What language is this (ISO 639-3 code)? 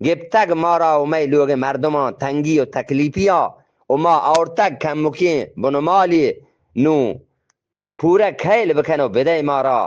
bgp